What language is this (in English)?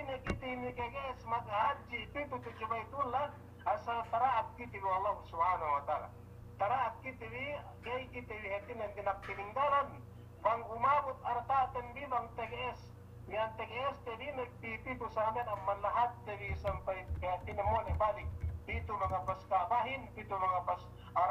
Yakan